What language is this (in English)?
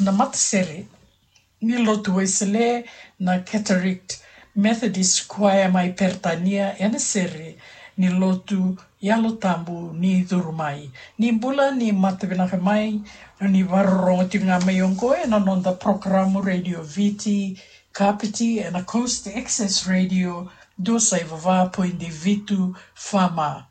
Fijian